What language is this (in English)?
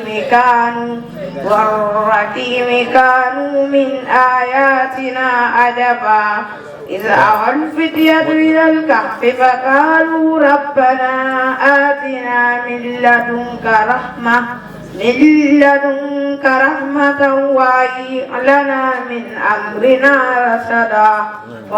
Fula